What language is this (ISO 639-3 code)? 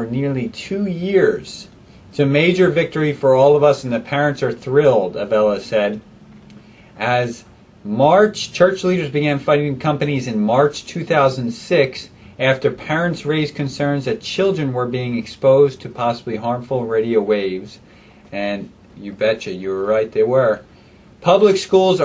eng